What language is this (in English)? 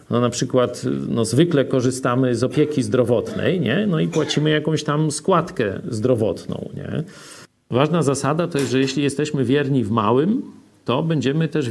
Polish